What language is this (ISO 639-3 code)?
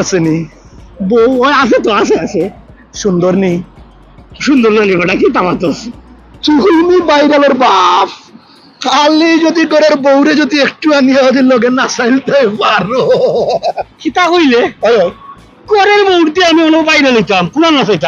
syl